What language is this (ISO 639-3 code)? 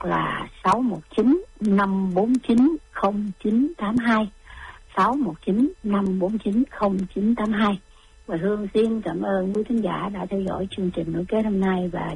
vie